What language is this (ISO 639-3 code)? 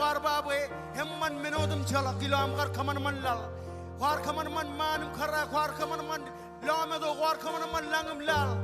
mah